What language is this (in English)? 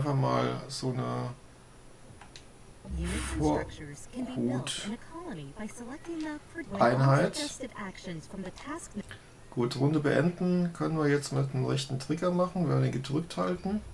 German